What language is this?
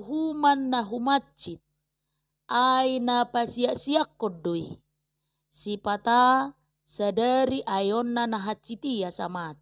Batak Toba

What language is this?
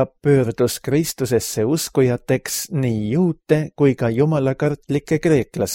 Estonian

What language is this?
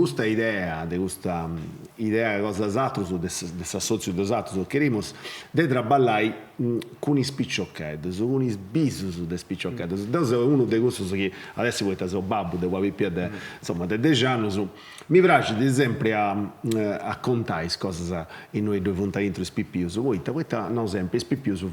Sardinian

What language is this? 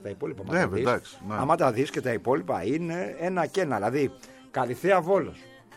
Greek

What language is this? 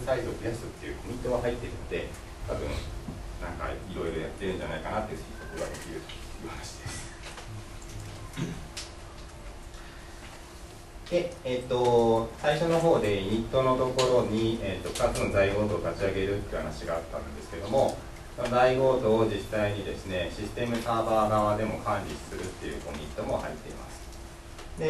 Japanese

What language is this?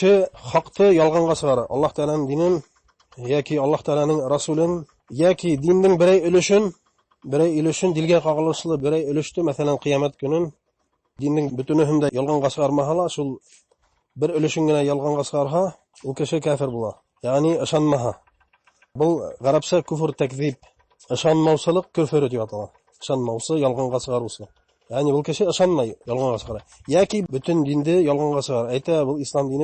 Bashkir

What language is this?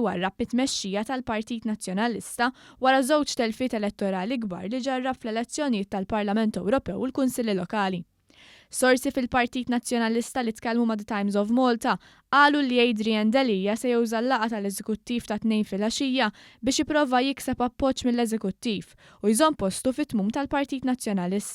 Maltese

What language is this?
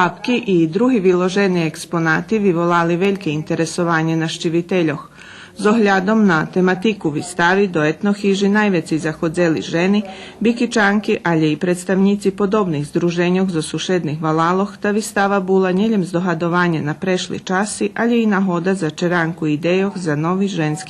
Rusyn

